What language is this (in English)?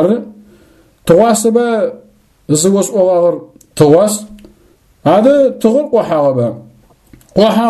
Adyghe